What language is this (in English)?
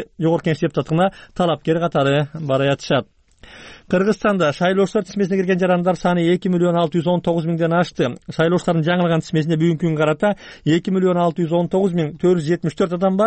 Kyrgyz